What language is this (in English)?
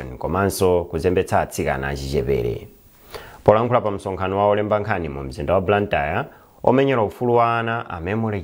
Nyanja